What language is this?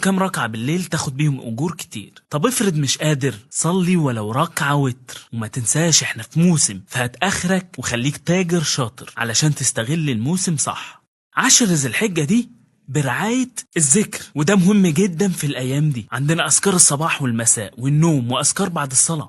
Egyptian Arabic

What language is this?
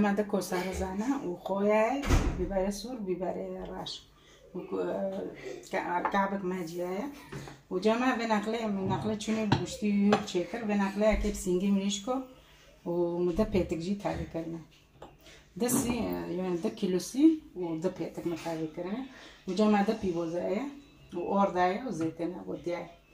Kurdish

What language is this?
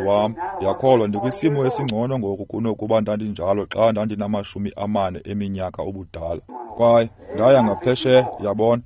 Xhosa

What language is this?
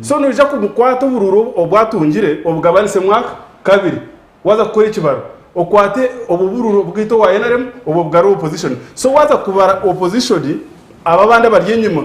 Nyankole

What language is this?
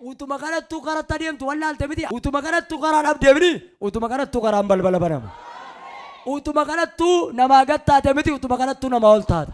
Oromo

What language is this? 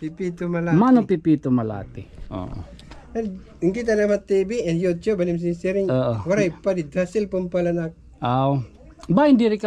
Waray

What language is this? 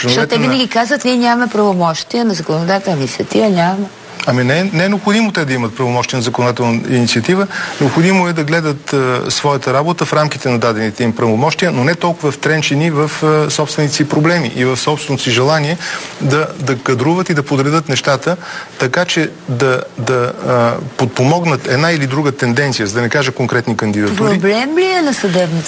Bulgarian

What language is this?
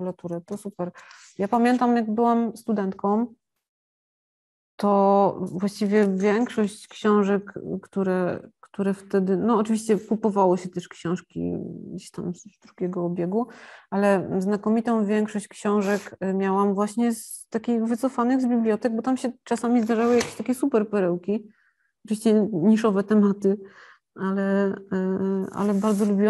Polish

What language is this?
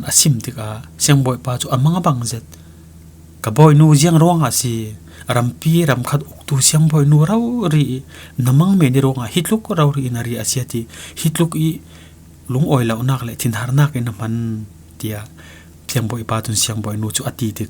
Falam Chin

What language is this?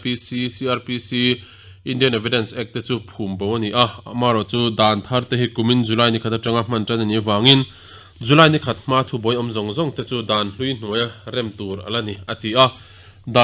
Mizo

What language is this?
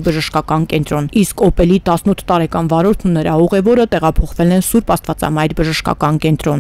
Armenian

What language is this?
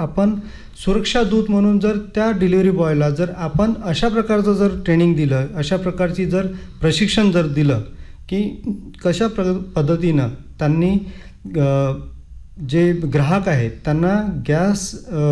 Marathi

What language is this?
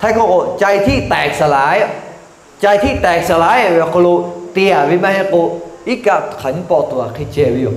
Lahu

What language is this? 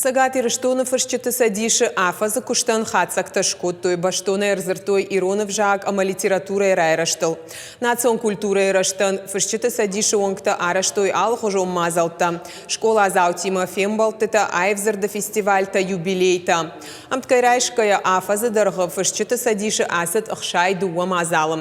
Ossetic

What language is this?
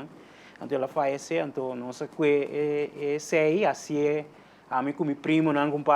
Papiamento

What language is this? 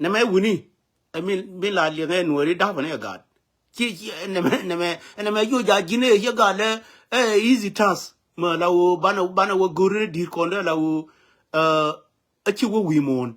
Nuer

